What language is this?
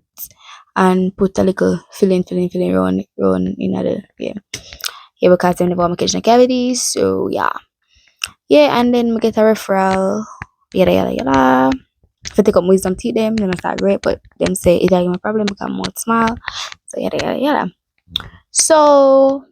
Jamaican Creole English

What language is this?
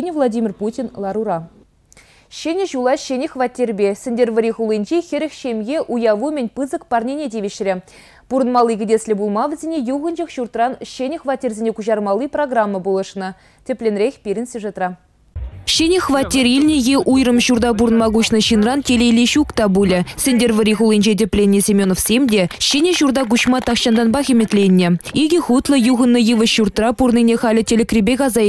Chuvash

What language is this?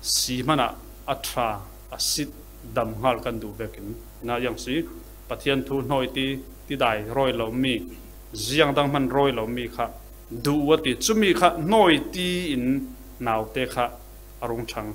Falam Chin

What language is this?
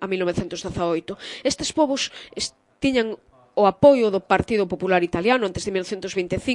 Galician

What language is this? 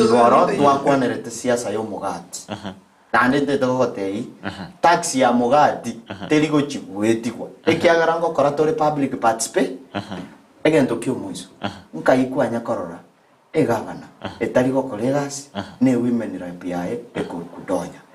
Gusii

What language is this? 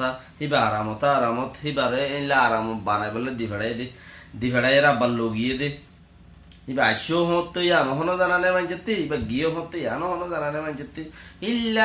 Rohingya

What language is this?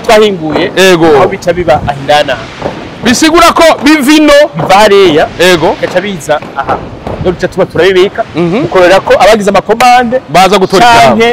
Rundi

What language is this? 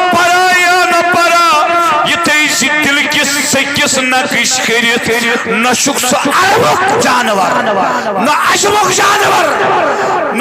Kashmiri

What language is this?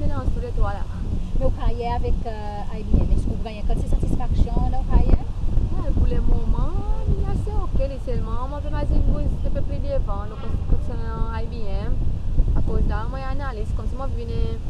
Seselwa Creole French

